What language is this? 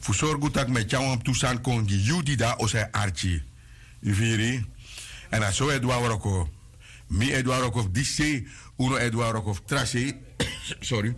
Sranan Tongo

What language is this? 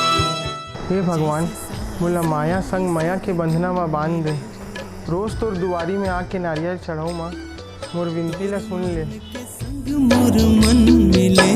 Chhattisgarhi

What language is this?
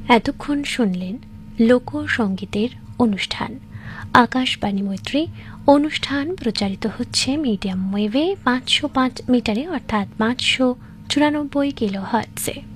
Bangla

